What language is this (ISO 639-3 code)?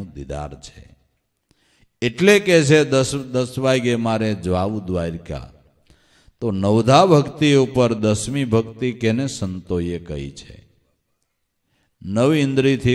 guj